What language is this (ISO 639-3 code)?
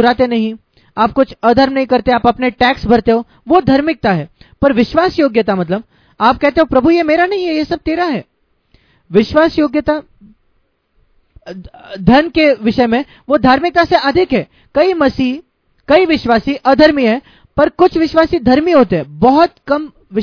hin